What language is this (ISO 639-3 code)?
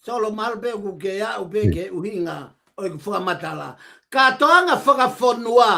ton